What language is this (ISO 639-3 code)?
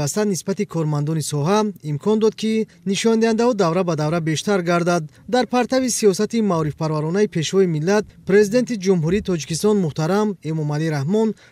tgk